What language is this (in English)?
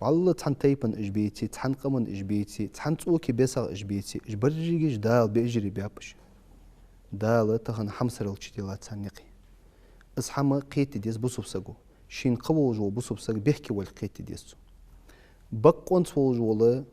Ingush